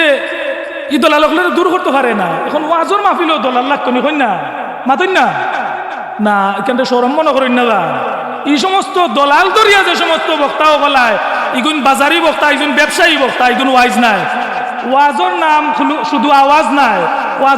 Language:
Sylheti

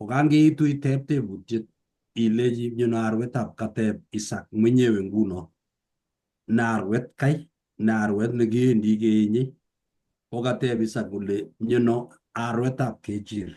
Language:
Kalenjin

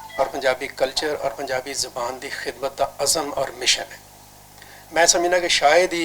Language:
Western Panjabi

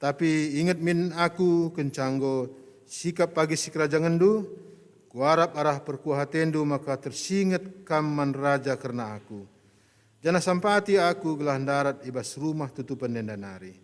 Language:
Batak Karo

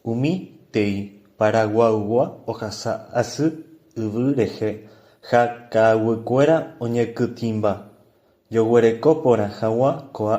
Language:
Guarani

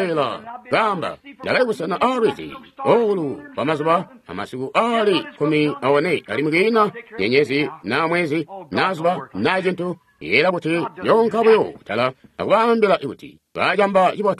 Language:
Tonga (Zambia)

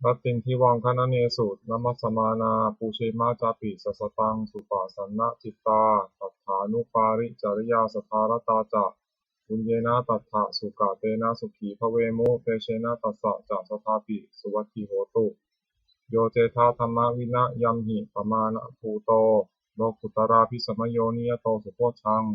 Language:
Pali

